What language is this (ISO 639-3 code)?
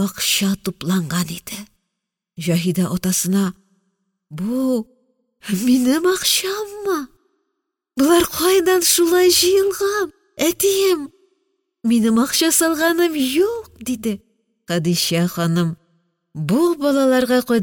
tat